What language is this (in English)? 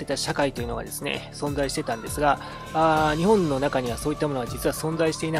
Japanese